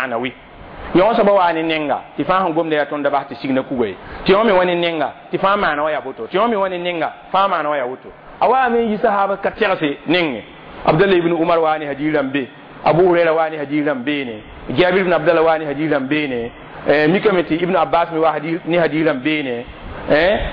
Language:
Mossi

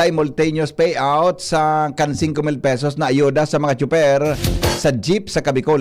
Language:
Bikol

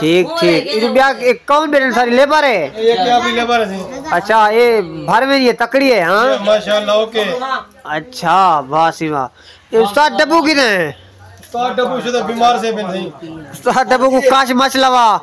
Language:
Saraiki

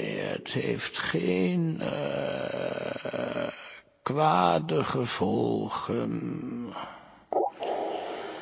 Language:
Dutch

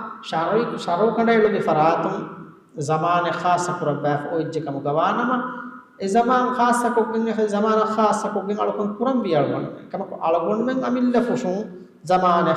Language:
Divehi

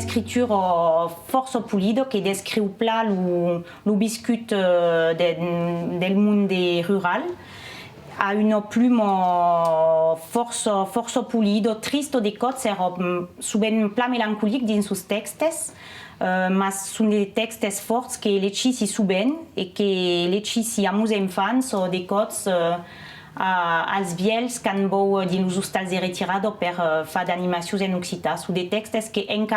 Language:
Occitan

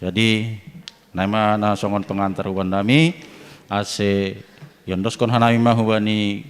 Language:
Batak Simalungun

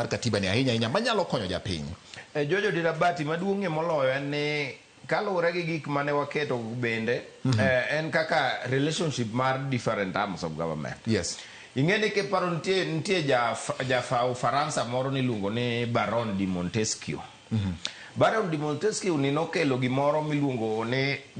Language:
Luo (Kenya and Tanzania)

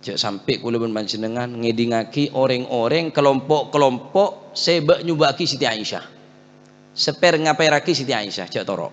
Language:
Madurese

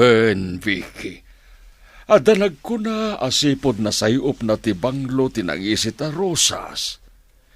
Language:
Iloko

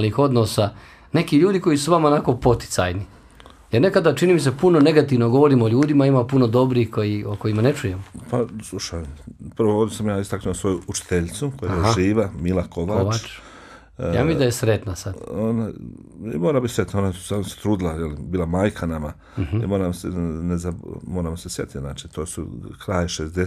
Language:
Bosnian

